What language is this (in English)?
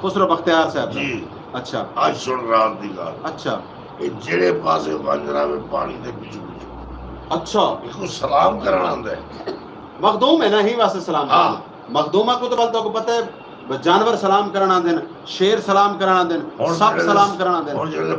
Saraiki